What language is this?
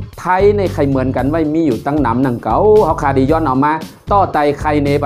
Shan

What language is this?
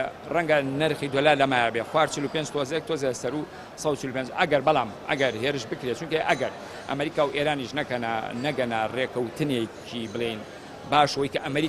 Central Kurdish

